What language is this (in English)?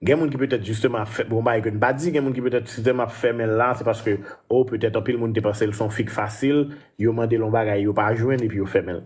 Haitian Creole